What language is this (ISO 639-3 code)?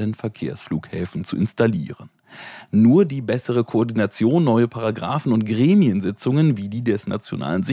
deu